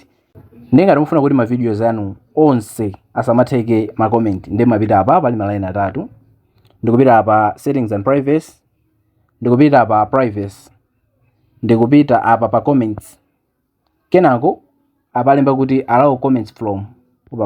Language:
Nyanja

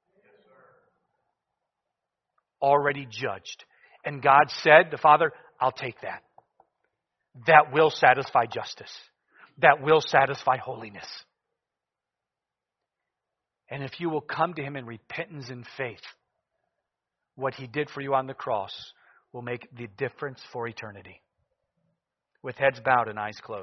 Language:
English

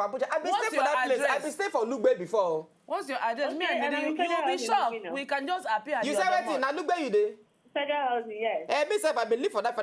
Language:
Nigerian Pidgin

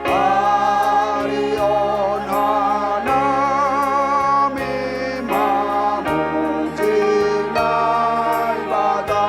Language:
Batak Simalungun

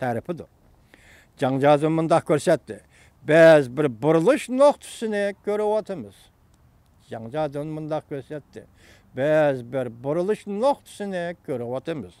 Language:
Uyghur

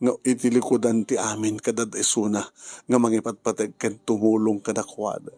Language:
Iloko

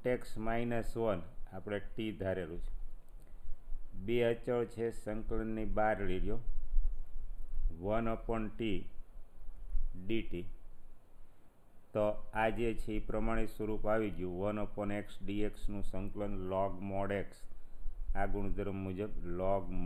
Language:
Gujarati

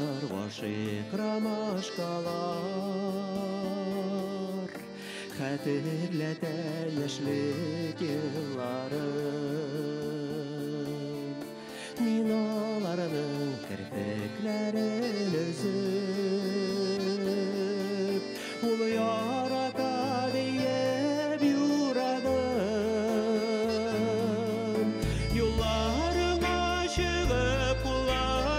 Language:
Bashkir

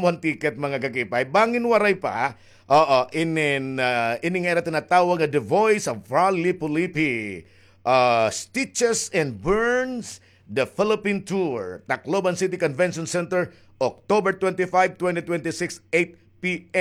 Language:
Waray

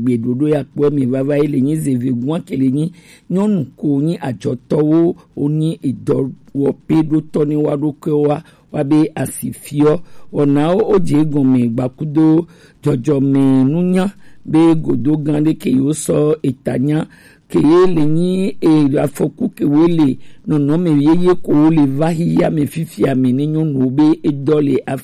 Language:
Gen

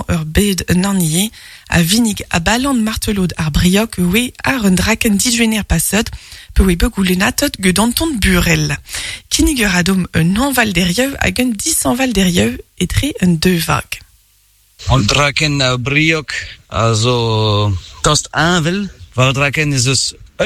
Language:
Breton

